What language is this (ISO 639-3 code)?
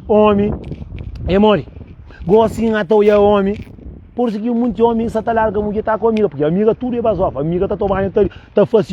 kea